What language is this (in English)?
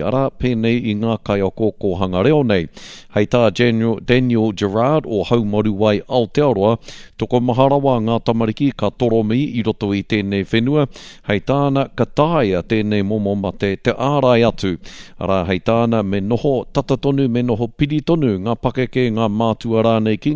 Māori